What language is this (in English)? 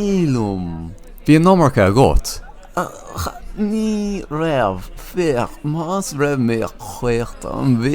Irish